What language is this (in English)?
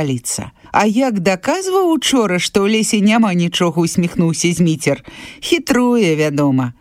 Belarusian